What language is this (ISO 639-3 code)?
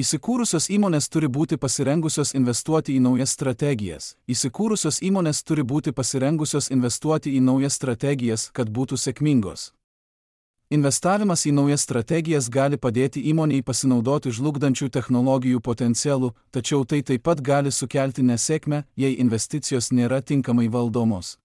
lit